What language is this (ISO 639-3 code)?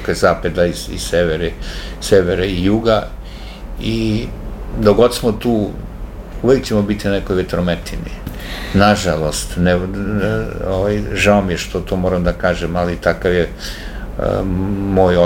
srp